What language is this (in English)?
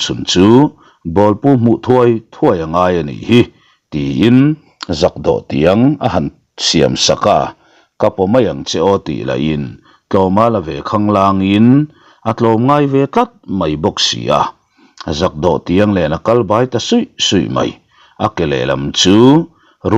Mizo